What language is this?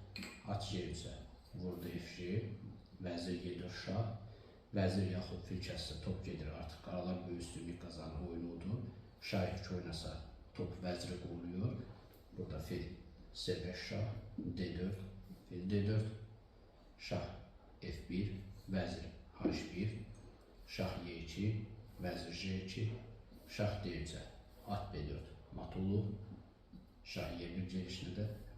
Azerbaijani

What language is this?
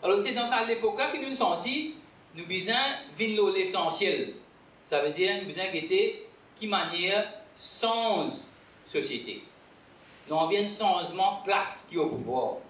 Morisyen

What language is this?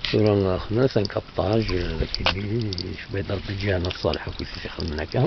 Kabyle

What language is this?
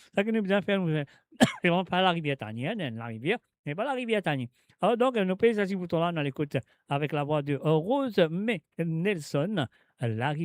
Morisyen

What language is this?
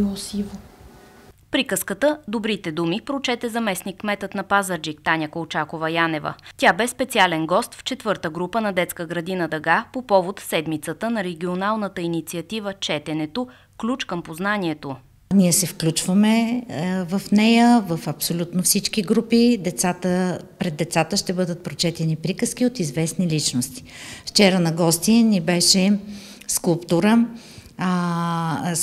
Bulgarian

